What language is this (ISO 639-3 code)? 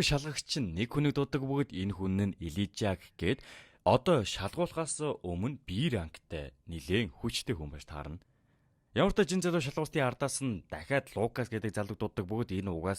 mon